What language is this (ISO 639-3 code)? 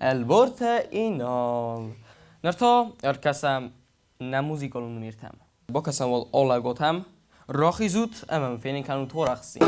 oss